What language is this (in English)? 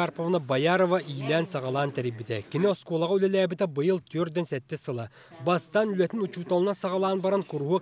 Yakut